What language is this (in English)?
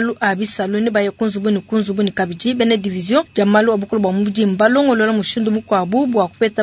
Luba-Lulua